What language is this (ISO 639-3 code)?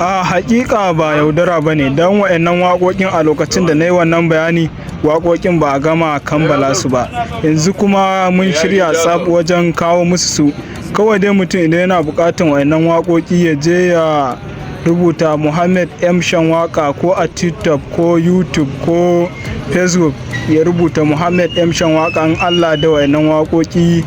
hau